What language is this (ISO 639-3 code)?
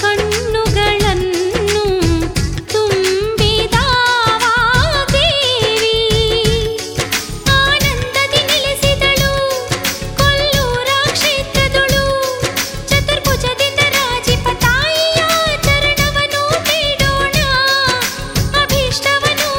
kan